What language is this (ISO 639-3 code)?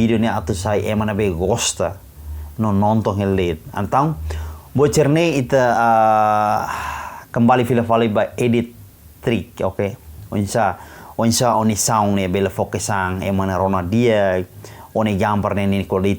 tet